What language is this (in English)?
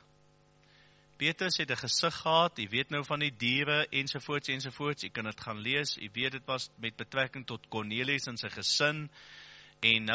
Afrikaans